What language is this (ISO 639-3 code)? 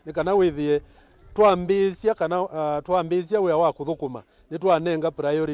kam